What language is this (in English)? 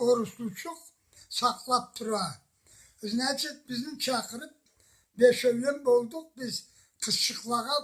Karachay-Balkar